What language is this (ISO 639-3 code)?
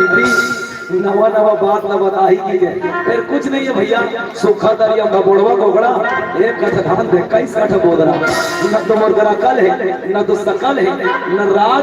hne